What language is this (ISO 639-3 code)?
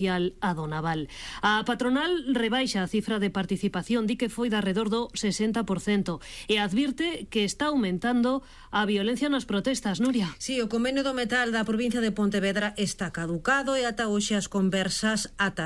glg